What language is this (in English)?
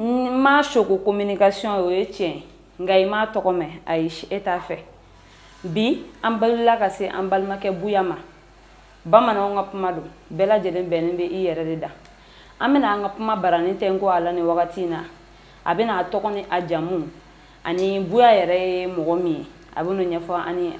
Bambara